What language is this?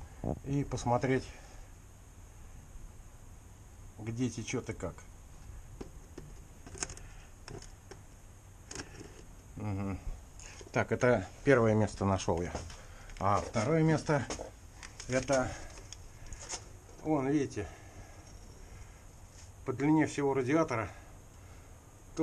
Russian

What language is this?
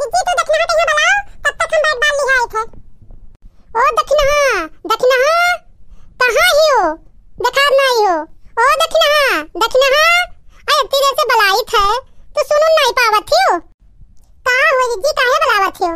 Awadhi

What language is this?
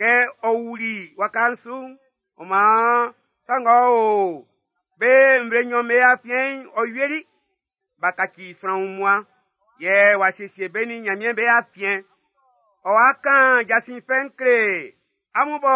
Baoulé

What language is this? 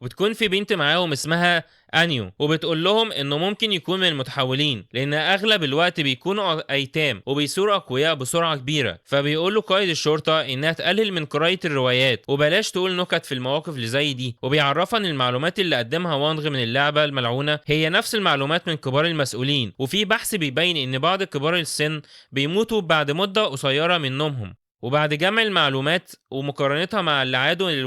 Egyptian Arabic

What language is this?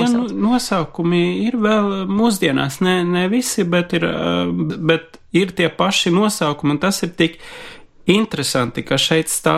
Latvian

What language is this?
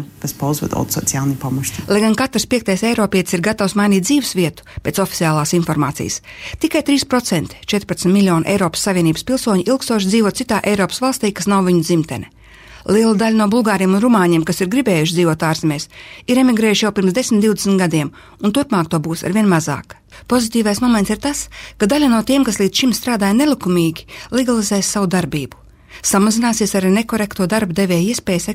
Latvian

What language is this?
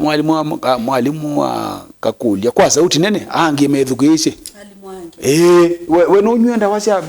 Kamba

